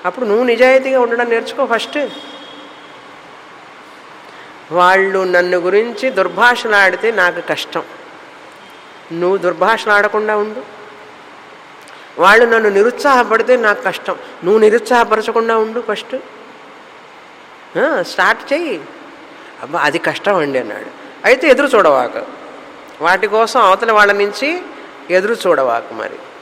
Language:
Telugu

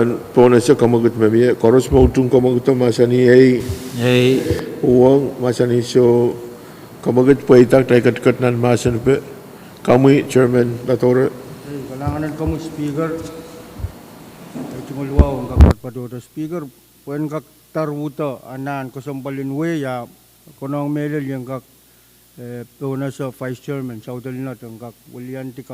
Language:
Pohnpeian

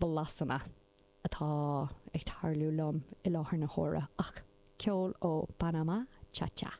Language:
Irish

